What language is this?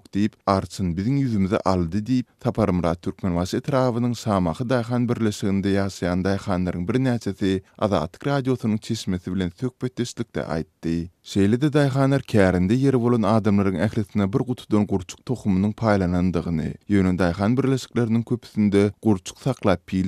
Turkmen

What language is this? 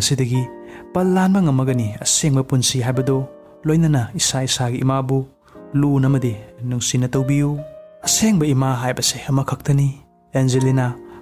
Manipuri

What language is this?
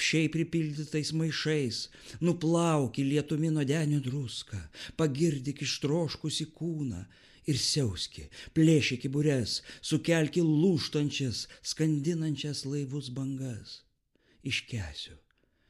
Lithuanian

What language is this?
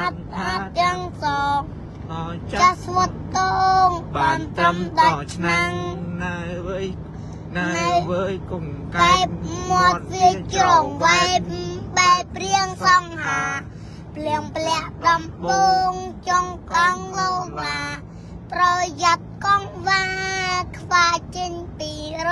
Khmer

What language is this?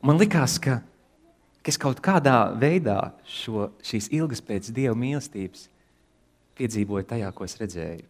Latvian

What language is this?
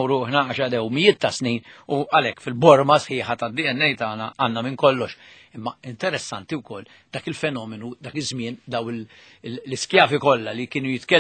Maltese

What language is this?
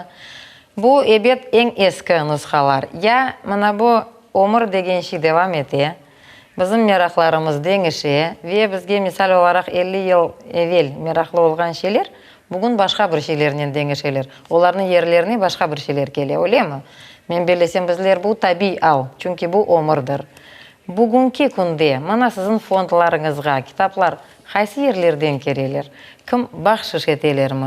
Crimean Tatar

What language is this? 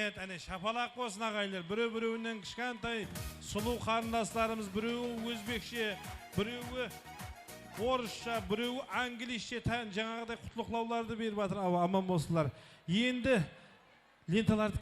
Kara-Kalpak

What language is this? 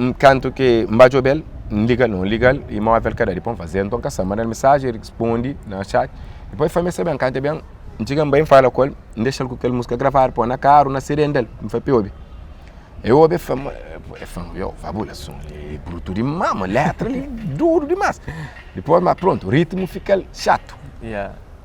Kabuverdianu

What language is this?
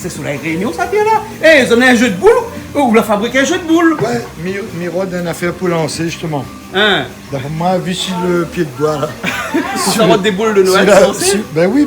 Réunion Creole French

